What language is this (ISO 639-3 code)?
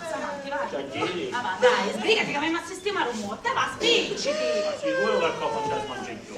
scn